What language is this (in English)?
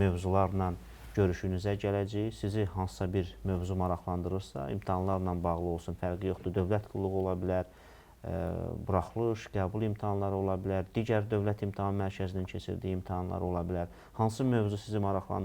Azerbaijani